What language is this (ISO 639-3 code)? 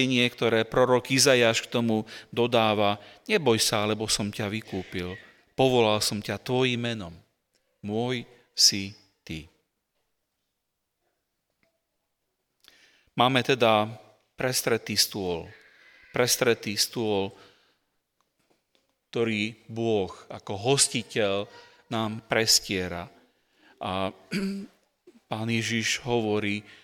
slk